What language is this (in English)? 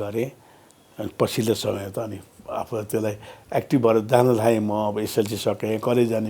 Nepali